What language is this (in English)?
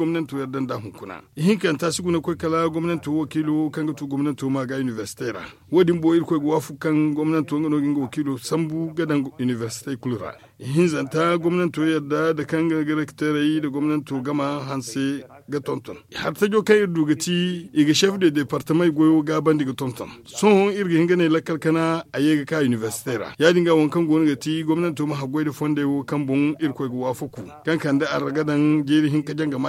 Zarma